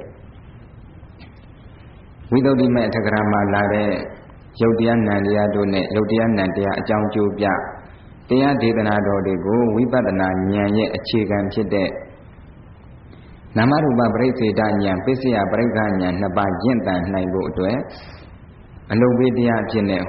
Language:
Burmese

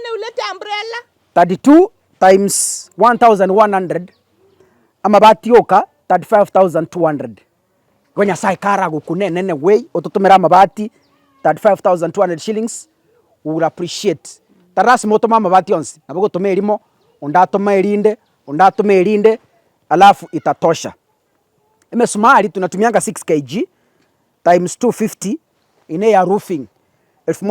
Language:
Gusii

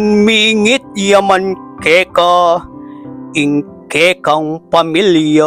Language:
Pampanga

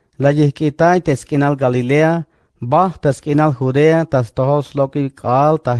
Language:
Tzeltal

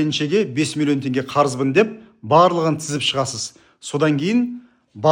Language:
Kazakh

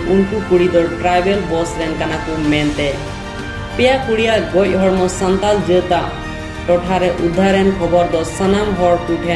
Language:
Santali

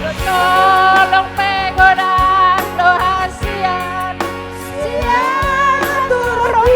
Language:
Batak Toba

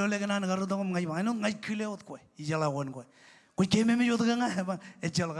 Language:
Marshallese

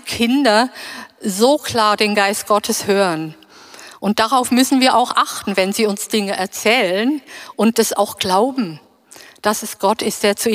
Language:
German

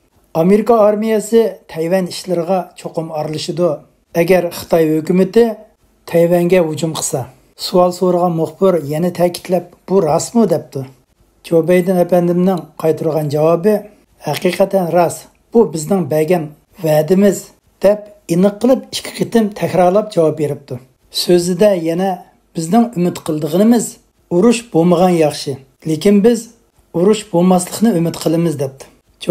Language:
Uyghur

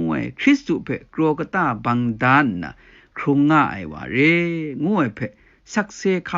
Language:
Kachin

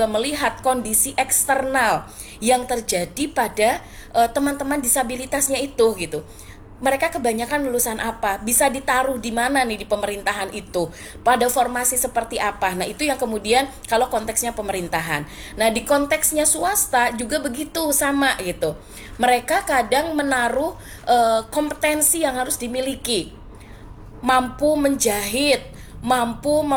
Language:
Indonesian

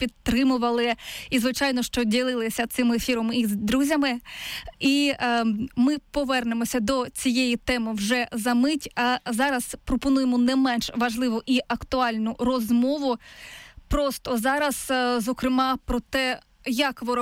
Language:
Ukrainian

